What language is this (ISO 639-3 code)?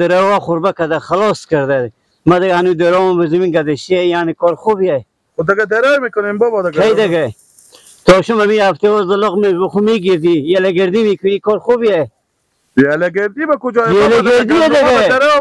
fas